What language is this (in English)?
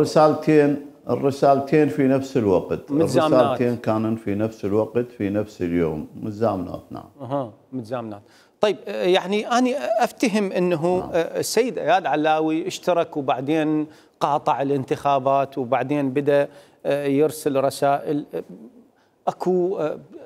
Mesopotamian Arabic